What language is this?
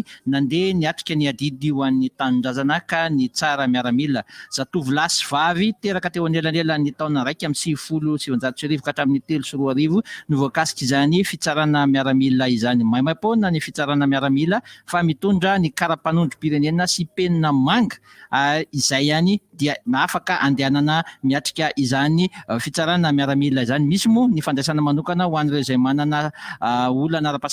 Malagasy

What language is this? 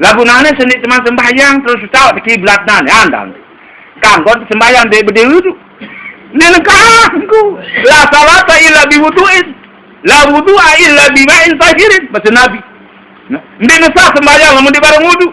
Sasak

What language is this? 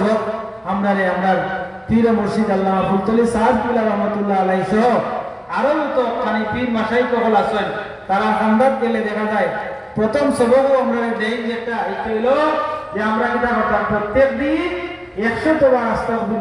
Sylheti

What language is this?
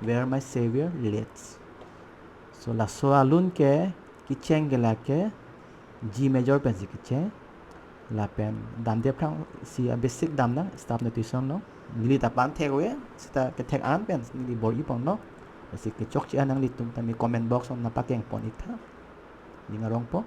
Karbi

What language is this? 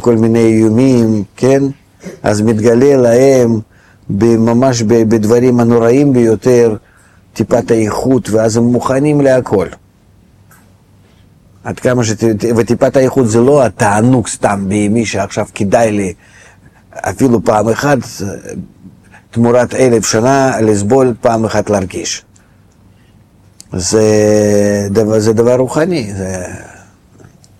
Hebrew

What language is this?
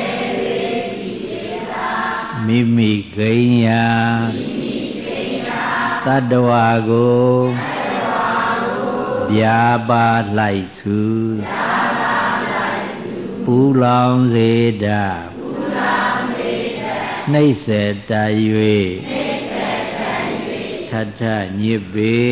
Burmese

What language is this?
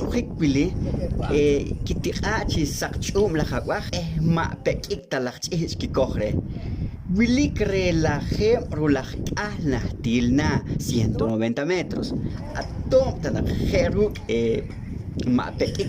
Poqomchi'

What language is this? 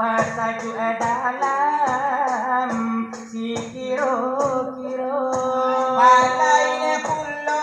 Minangkabau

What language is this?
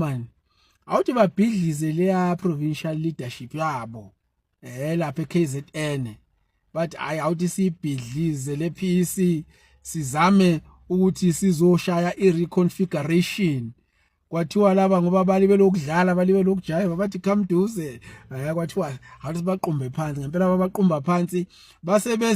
Zulu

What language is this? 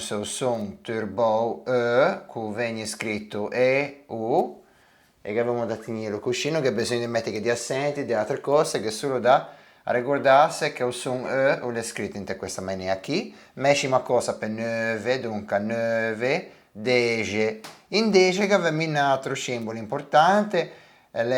Ligurian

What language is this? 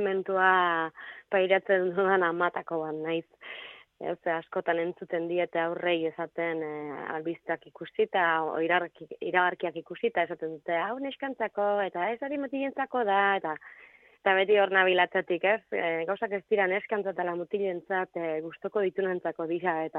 Basque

